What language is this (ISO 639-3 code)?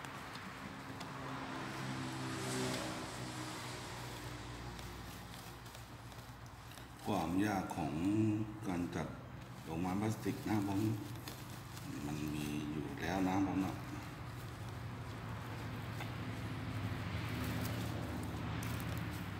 tha